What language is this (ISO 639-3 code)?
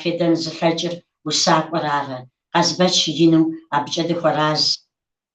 kbd